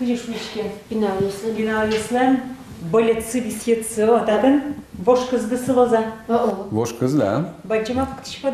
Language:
Udmurt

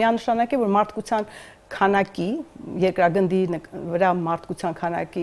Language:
Armenian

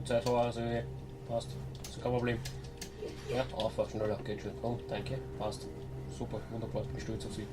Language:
Bavarian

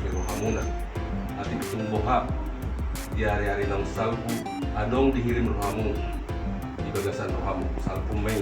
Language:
Batak Toba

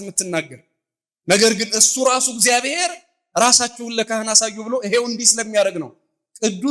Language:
Amharic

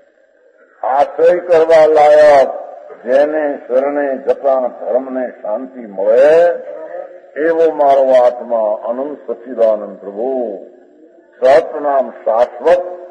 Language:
Gujarati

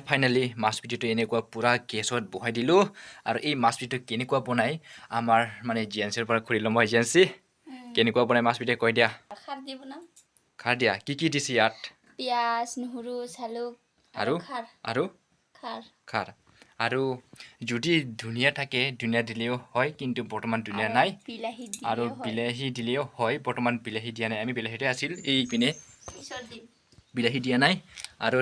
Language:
Assamese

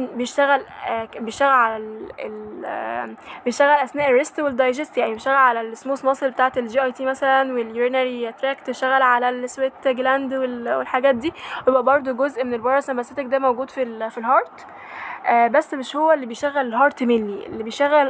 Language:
Egyptian Arabic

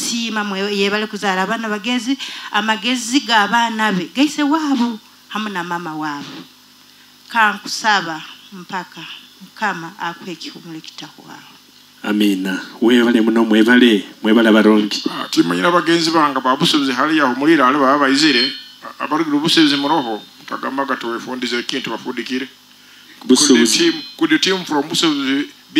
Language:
Nyoro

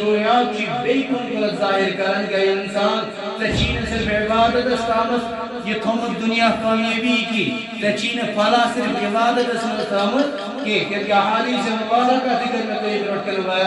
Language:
Kashmiri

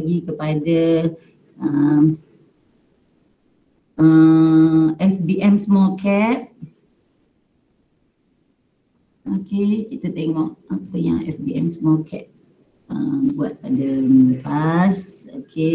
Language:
Malay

